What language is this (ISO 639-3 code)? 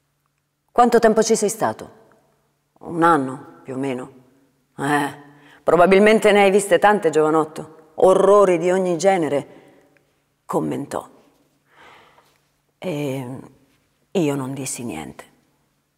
ita